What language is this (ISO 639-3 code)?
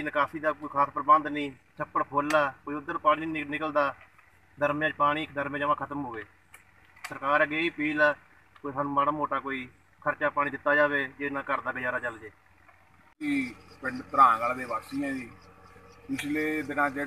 pan